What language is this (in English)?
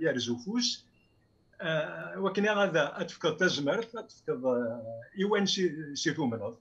Kabyle